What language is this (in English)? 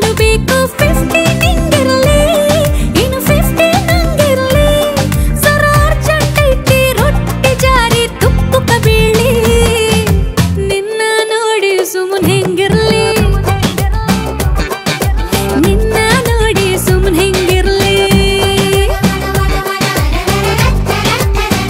Kannada